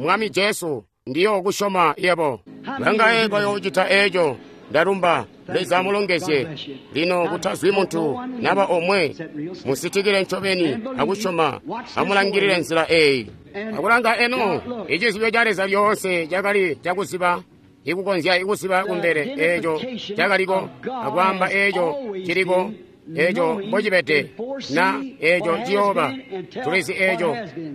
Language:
Tonga (Zambia)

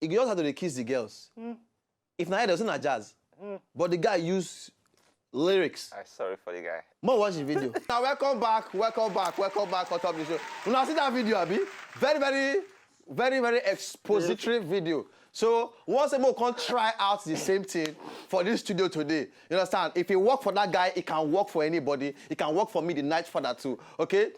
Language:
Nigerian Pidgin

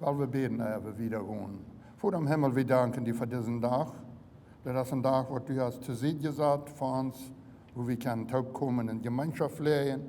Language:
Plautdietsch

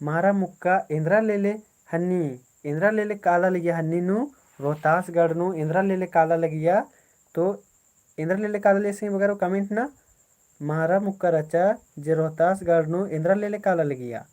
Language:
Kurukh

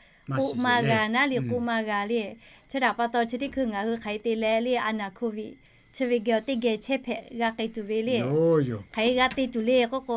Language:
Lahu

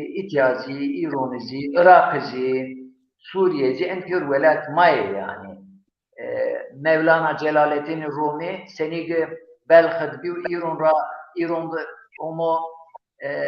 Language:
Zaza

